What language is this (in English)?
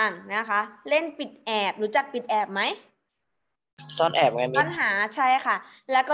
Thai